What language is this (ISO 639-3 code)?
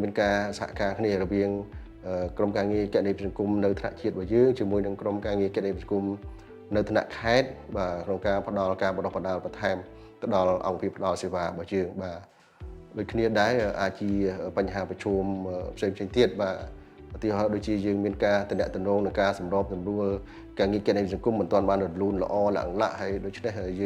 khm